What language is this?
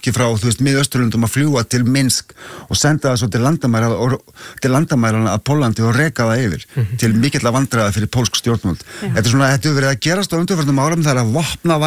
Icelandic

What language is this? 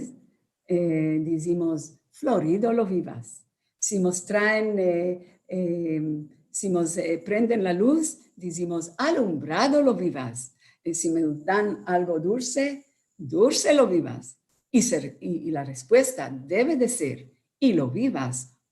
Ladino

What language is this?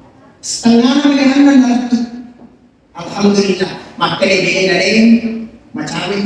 Buginese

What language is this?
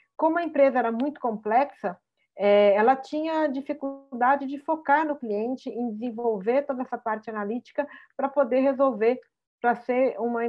Portuguese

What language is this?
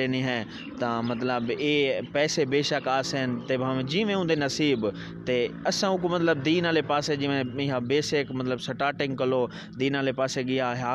Saraiki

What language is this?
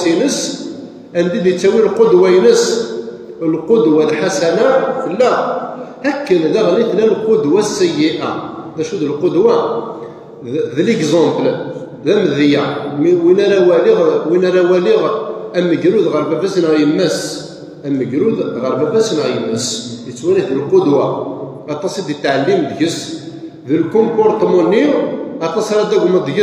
Kabyle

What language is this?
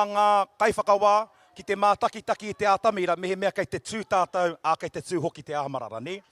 Māori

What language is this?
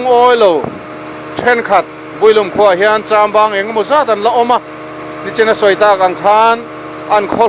Mizo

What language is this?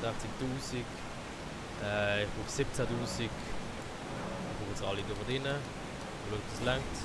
Swiss German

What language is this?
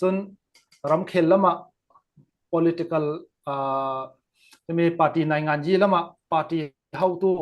Falam Chin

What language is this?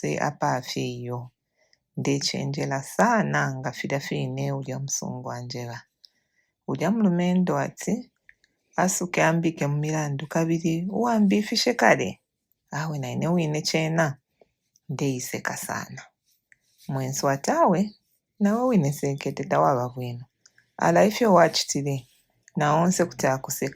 Bemba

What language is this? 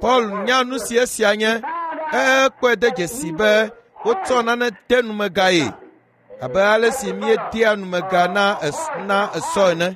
Ewe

